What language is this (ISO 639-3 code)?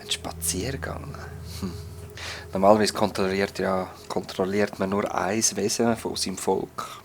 gsw